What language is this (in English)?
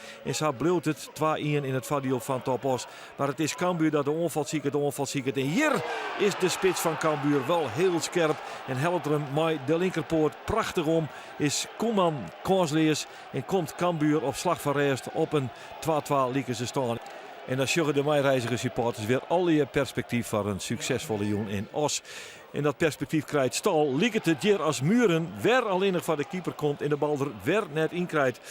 Western Frisian